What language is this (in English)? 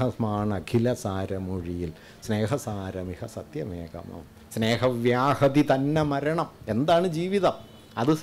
Malayalam